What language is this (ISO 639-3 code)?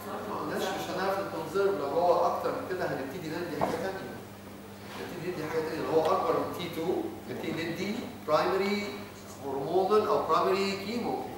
arz